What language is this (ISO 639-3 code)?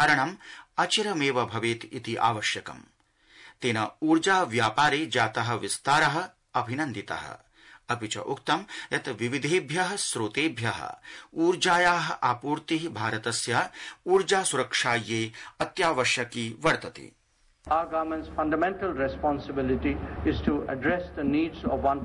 san